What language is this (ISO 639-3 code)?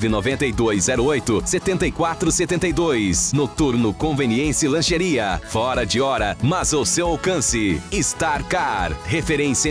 por